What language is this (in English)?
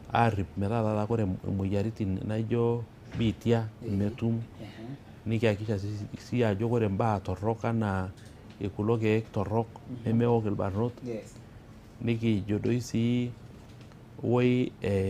Masai